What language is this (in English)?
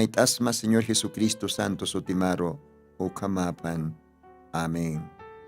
Aymara